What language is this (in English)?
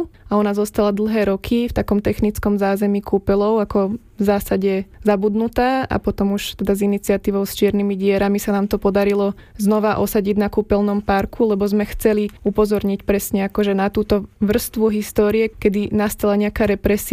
Slovak